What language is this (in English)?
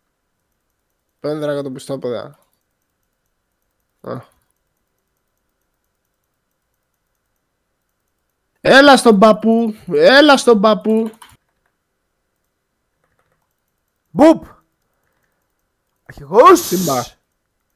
Greek